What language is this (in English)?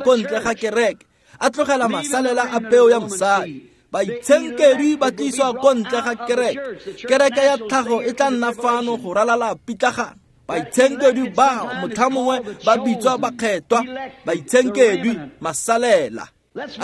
Tswana